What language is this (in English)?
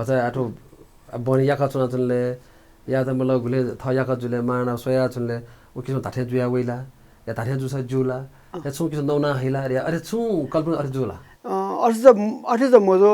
Newari